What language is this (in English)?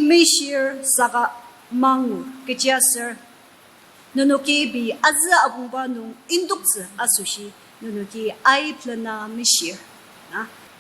Ao Naga